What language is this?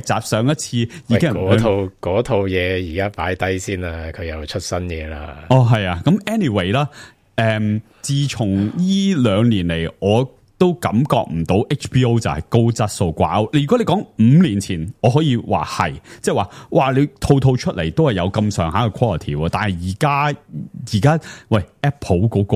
Cantonese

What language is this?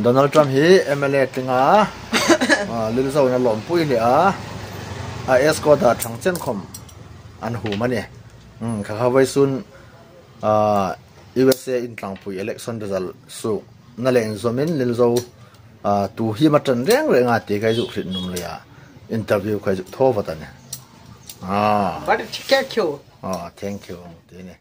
Hmar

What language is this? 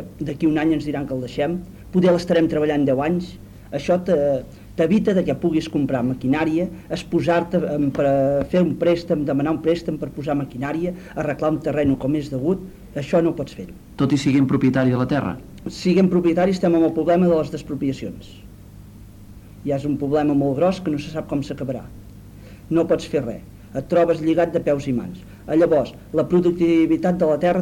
Catalan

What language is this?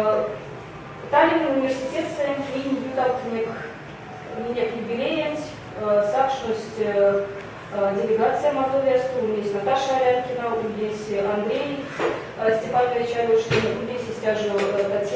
Erzya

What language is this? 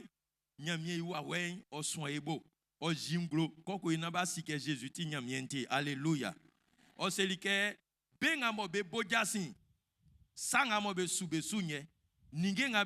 Baoulé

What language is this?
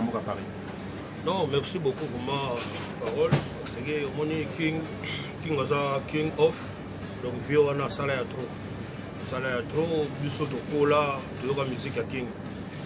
Lingala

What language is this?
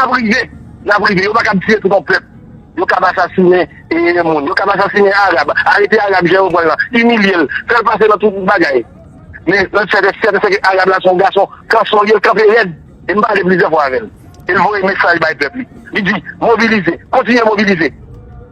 Haitian Creole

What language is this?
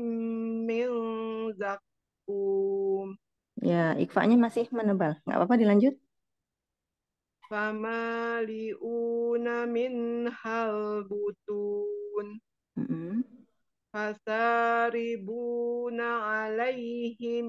Indonesian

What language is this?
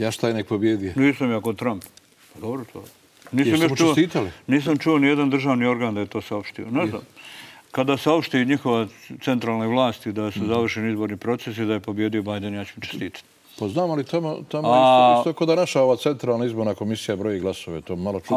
Croatian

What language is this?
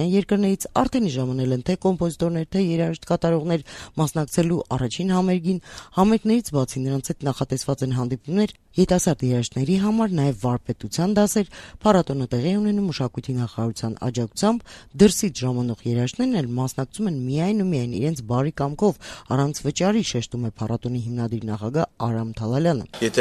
Armenian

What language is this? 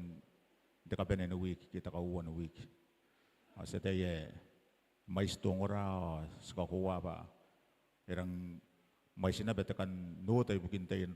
Gilbertese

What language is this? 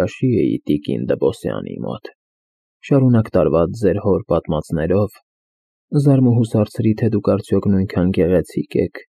Armenian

